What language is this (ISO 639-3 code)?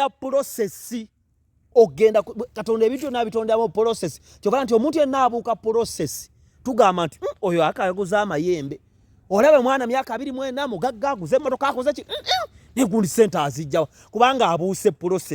lug